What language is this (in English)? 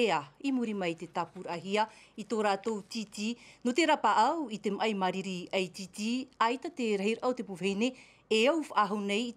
Tahitian